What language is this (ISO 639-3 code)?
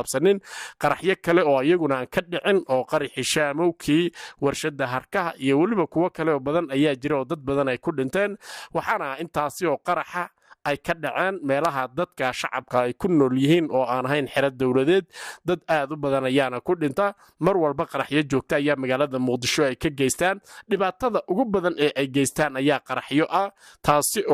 som